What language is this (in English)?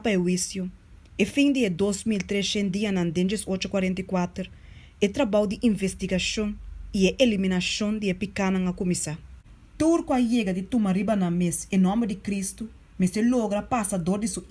Papiamento